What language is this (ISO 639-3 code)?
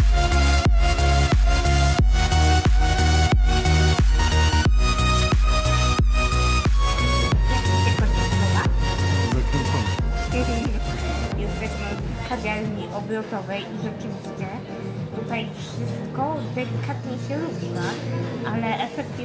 pol